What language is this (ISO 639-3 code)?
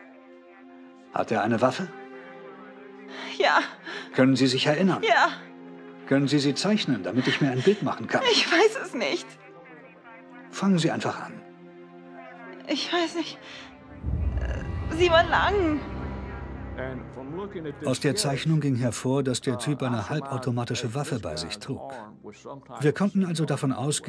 deu